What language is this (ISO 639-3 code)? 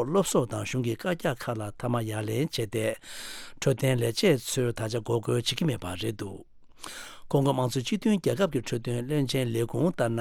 bod